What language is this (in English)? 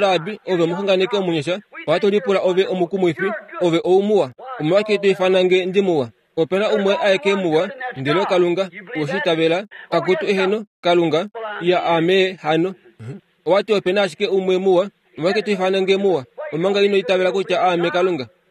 Kuanyama